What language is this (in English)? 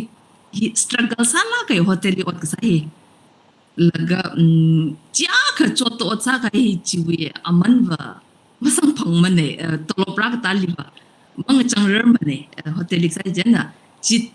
Tangkhul Naga (India)